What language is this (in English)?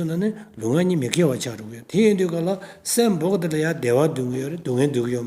Tibetan